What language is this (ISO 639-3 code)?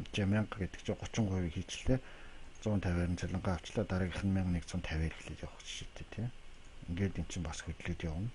mon